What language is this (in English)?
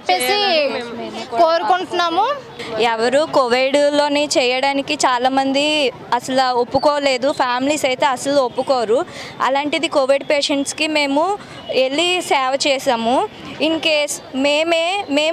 Telugu